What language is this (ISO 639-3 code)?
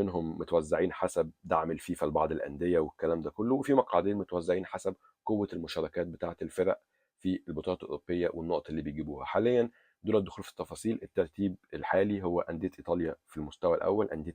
arz